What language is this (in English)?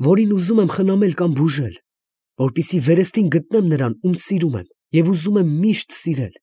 Armenian